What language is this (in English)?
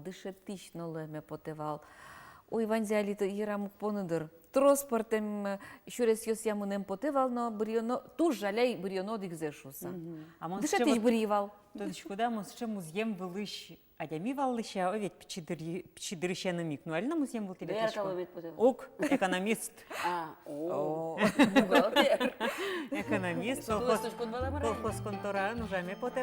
Udmurt